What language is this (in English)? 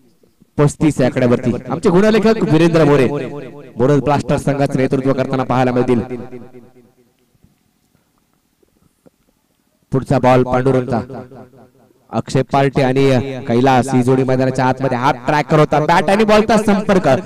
Marathi